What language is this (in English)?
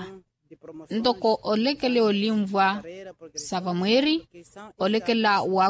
Makhuwa